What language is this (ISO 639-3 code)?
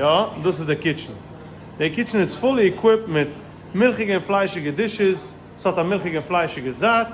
yid